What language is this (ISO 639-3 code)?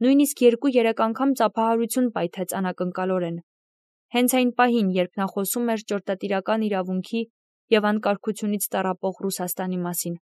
hye